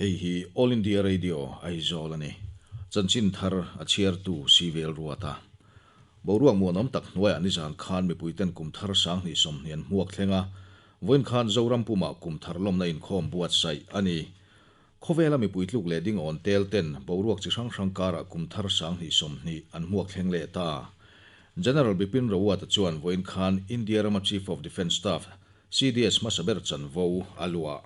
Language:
Mizo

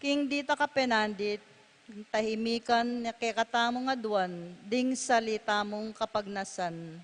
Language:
Pampanga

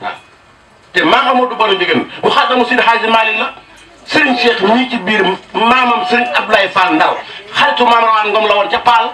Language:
Wolof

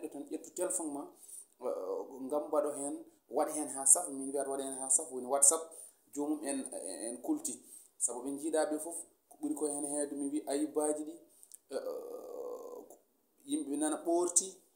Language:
Fula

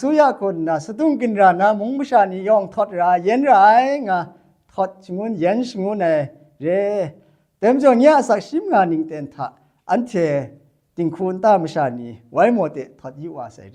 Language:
Kachin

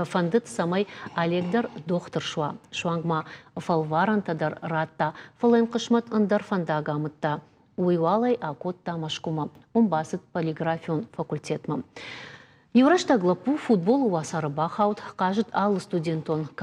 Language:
Ossetic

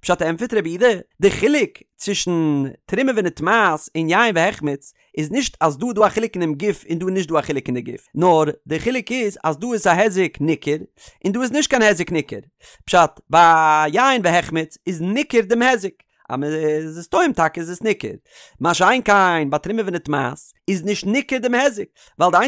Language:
Yiddish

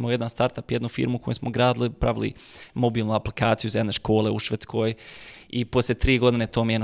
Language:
Bosnian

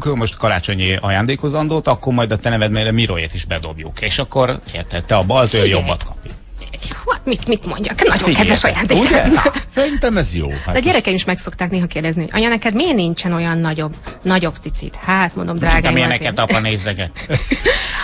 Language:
Hungarian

